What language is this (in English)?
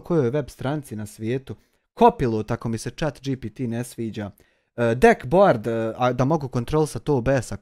Bosnian